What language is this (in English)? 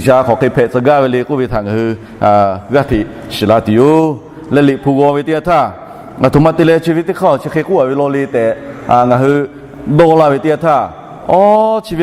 Lahu